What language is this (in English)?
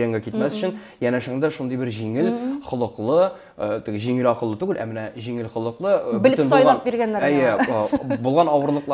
Tatar